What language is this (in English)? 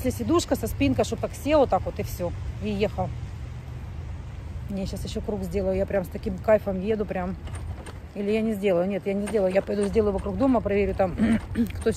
Russian